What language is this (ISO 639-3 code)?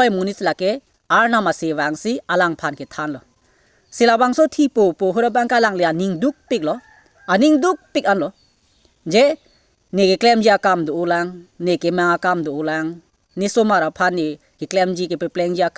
mjw